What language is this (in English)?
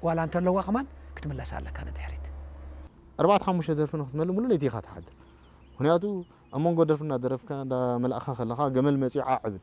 Tigrinya